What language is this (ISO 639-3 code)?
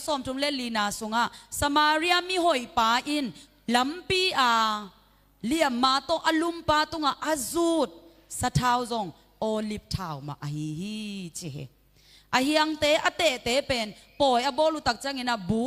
ctd